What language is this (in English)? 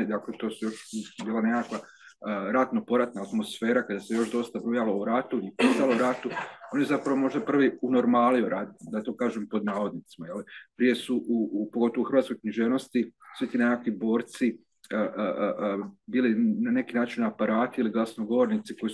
Croatian